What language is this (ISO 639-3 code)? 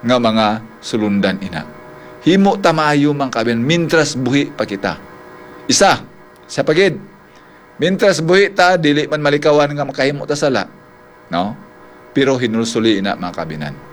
hil